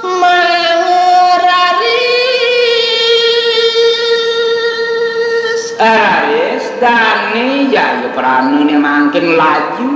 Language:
Balinese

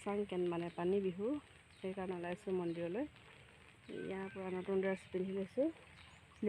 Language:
Assamese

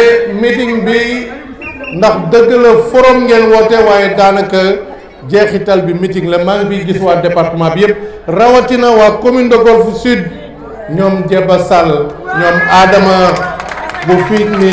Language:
Wolof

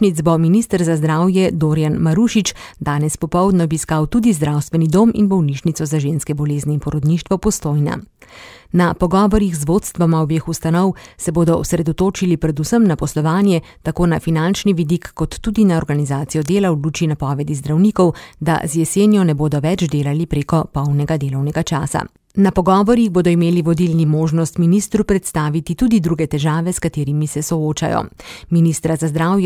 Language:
Slovenian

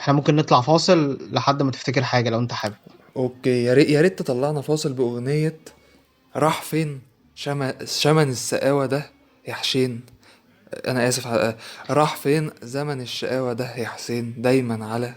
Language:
Egyptian Arabic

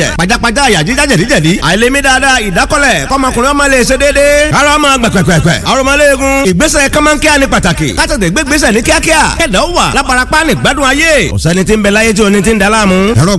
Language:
Yoruba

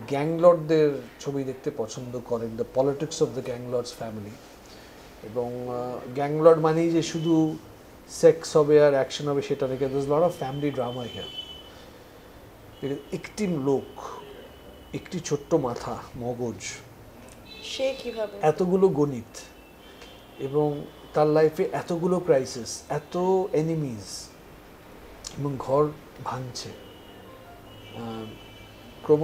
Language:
Bangla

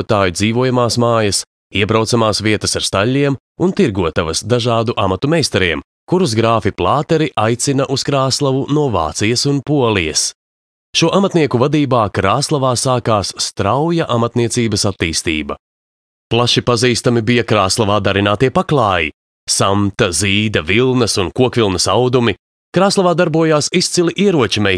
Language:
Latvian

